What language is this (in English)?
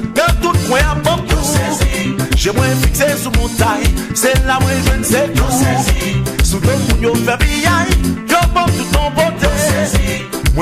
Haitian Creole